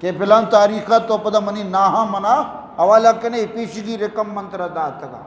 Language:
Eastern Balochi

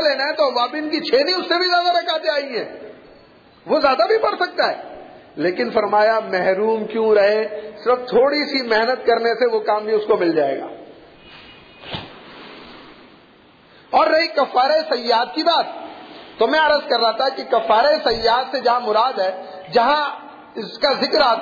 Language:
Urdu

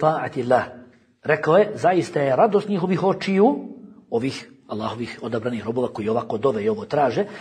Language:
Bosnian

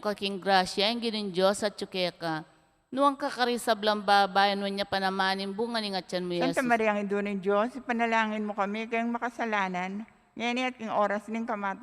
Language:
Pampanga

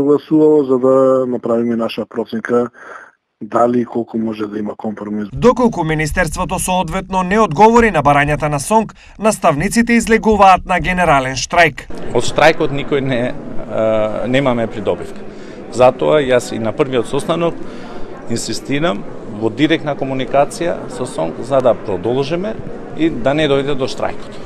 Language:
Macedonian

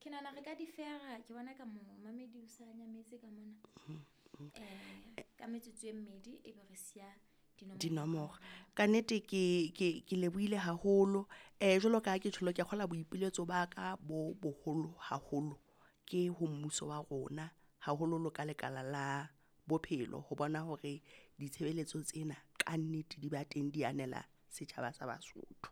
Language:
Southern Sotho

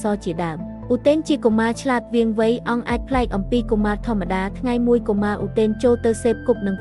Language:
Khmer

